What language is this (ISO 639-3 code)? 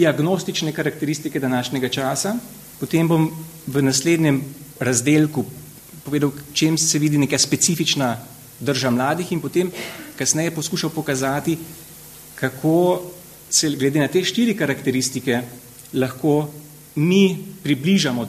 slv